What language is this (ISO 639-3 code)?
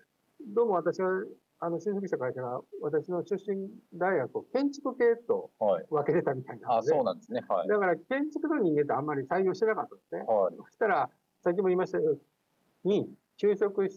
jpn